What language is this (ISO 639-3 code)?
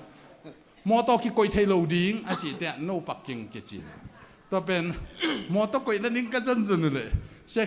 ctd